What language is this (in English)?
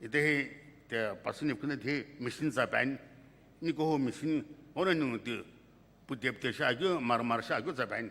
Sumi Naga